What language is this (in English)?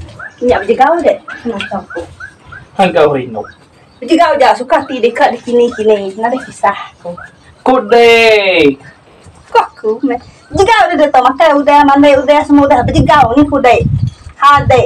Iban